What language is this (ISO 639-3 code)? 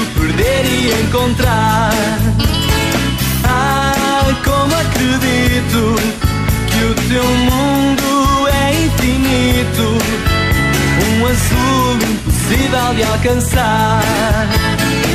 por